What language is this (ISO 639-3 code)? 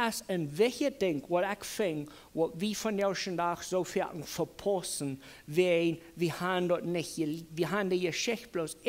pdt